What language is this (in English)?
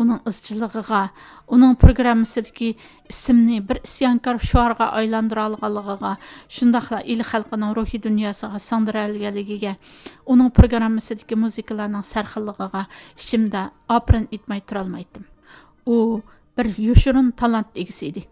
Uyghur